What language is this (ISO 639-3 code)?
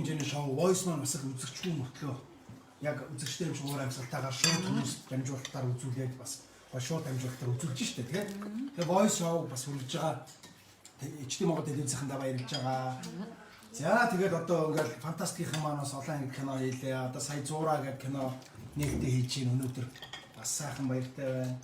mon